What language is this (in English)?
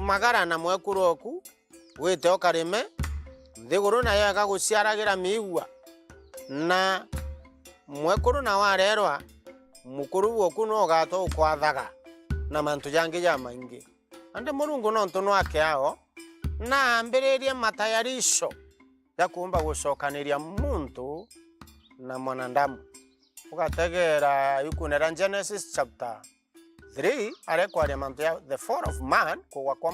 Meru